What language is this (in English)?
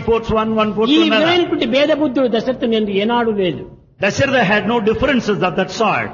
Telugu